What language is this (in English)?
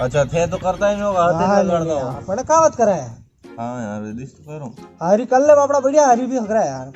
Rajasthani